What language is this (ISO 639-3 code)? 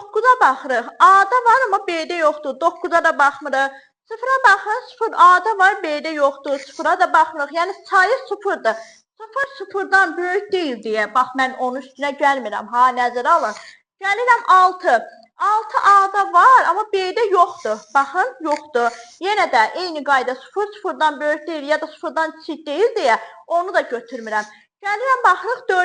aze